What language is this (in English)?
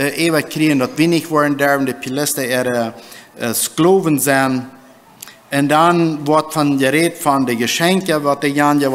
Plautdietsch